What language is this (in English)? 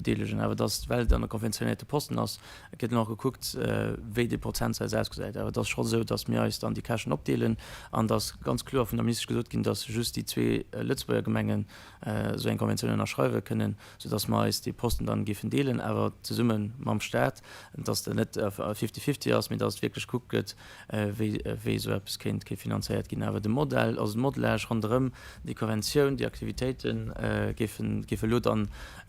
Luxembourgish